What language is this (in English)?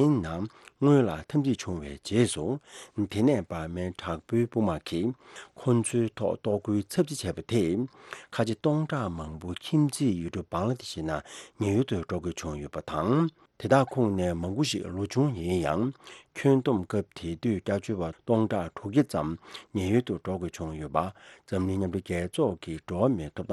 Tibetan